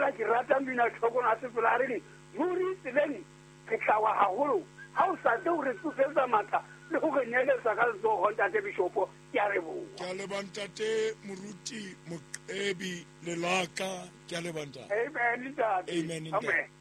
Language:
Southern Sotho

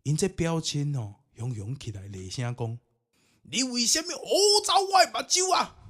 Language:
Min Nan Chinese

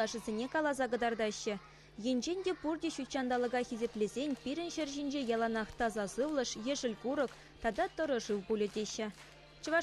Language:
Chuvash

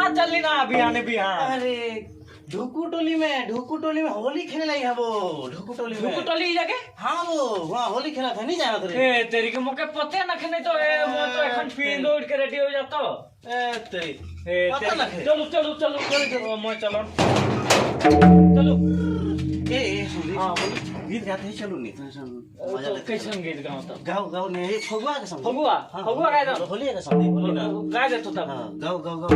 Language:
Sadri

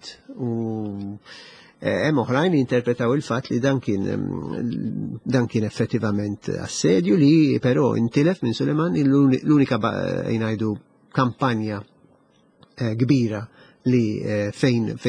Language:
Maltese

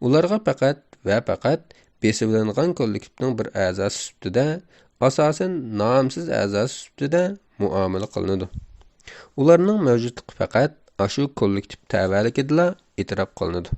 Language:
Uyghur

